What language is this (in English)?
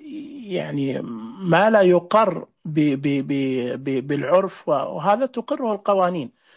Najdi Arabic